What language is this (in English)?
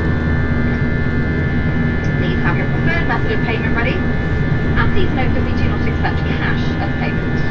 English